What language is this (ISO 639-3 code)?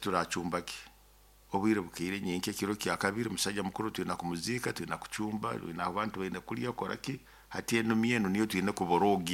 nyo